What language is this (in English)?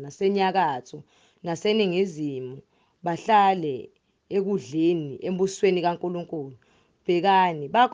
Zulu